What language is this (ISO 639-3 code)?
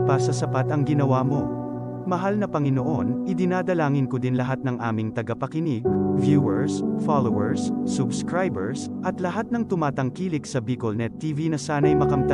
bik